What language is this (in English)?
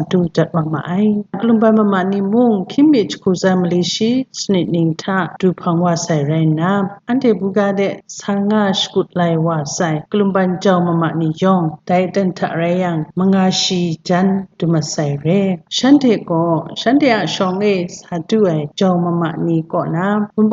Kachin